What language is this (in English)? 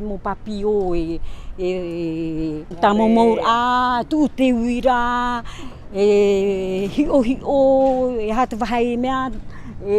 Tahitian